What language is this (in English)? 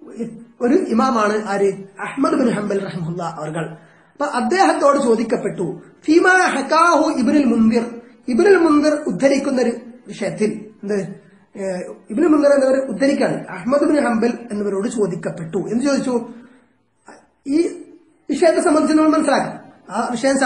Malayalam